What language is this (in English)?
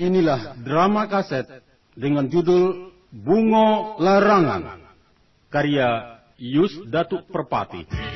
Minangkabau